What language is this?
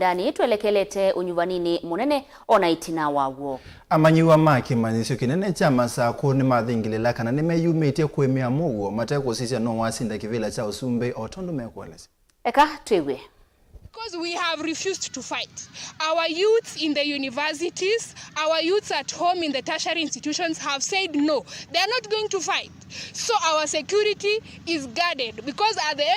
Kamba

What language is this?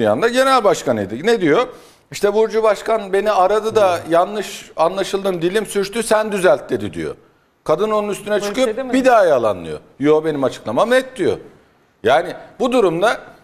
Turkish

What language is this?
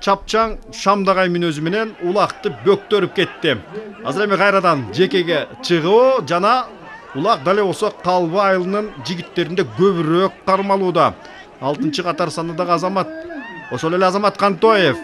Kyrgyz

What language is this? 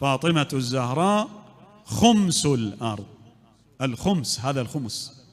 Mesopotamian Arabic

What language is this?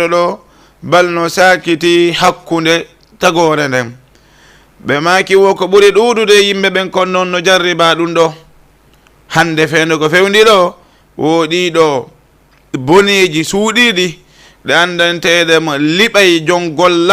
Fula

